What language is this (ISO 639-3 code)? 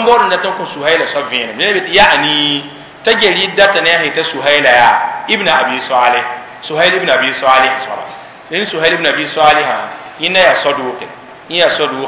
mos